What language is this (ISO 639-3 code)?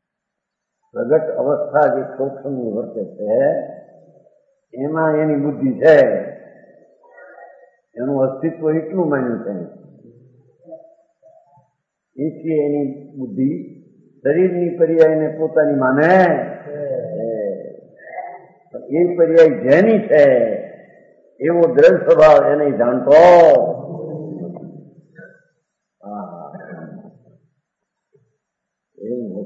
guj